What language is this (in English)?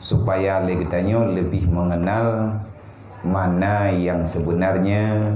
Achinese